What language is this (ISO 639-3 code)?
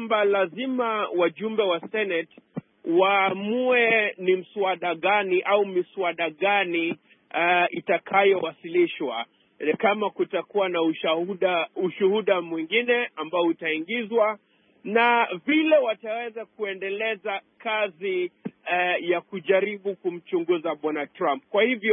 swa